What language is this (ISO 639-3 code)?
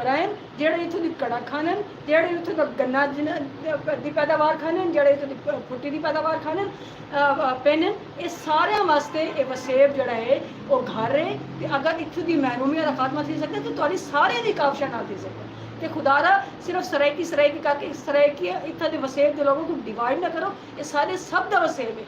skr